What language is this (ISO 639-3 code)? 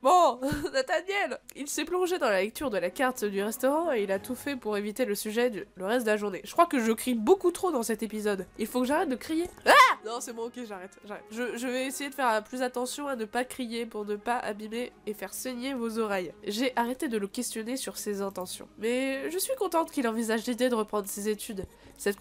fra